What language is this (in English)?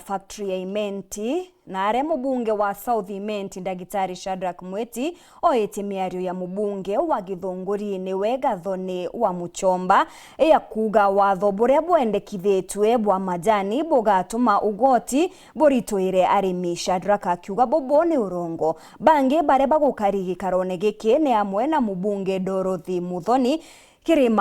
Meru